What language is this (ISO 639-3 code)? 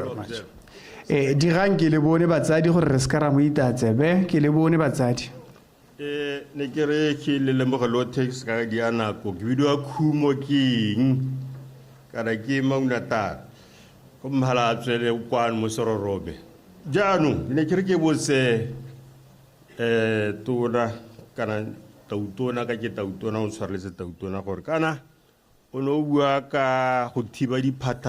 tsn